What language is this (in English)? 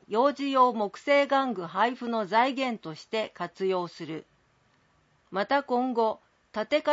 Japanese